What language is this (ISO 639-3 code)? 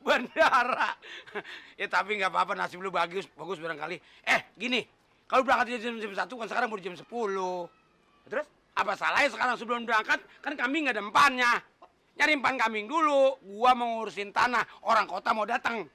bew